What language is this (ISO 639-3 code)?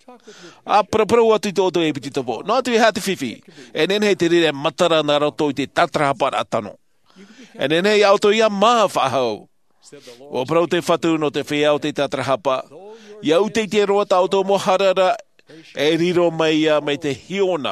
tah